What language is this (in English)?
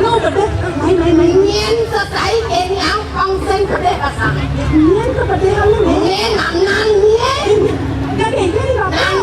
Balinese